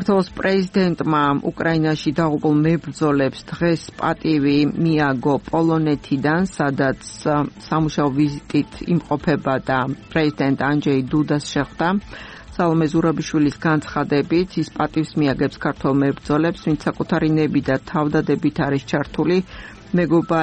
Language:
Georgian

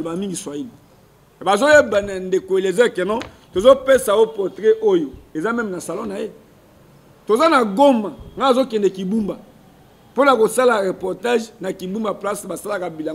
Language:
Lingala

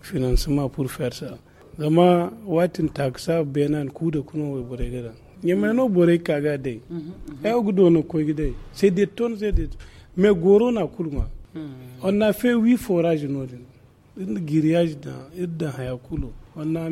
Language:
Zarma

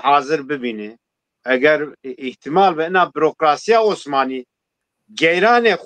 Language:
Zaza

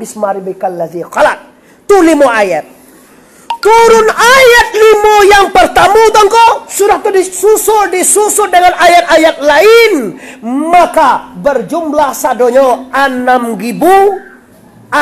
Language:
Minangkabau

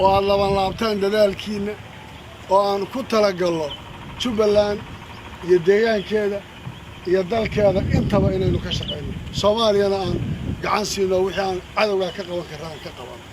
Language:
Somali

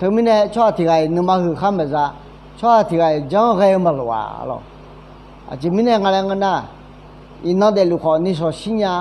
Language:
Akha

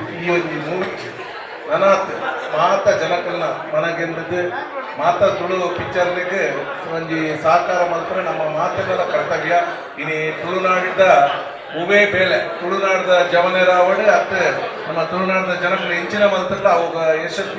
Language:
Tulu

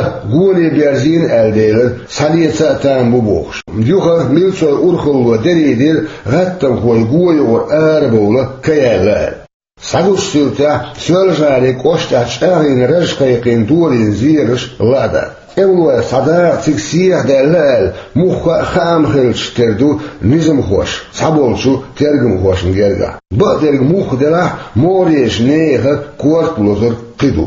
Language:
Chechen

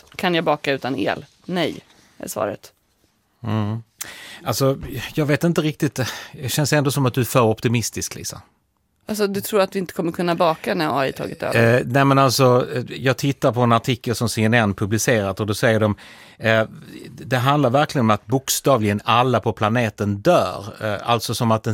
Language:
Swedish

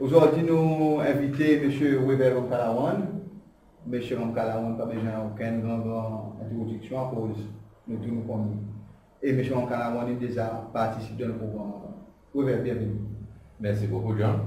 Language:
Seselwa Creole French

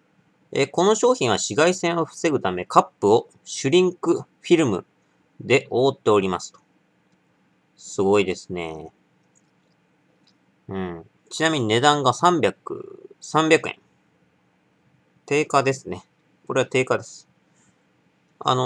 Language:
Japanese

